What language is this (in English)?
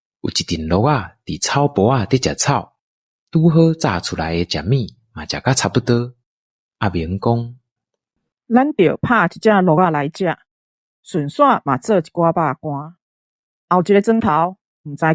Min Nan Chinese